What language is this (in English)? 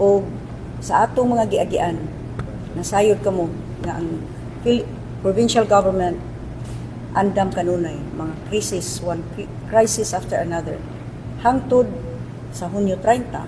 Cebuano